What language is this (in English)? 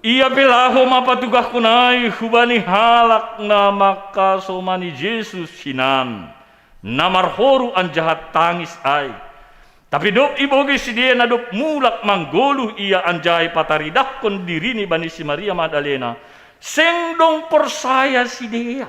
Batak Simalungun